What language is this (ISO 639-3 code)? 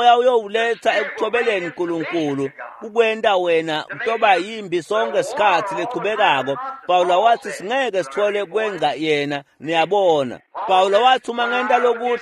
ssw